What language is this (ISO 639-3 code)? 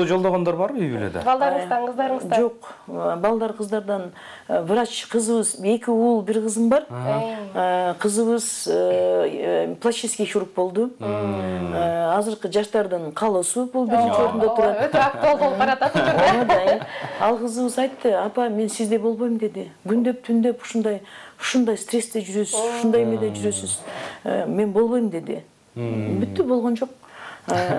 kir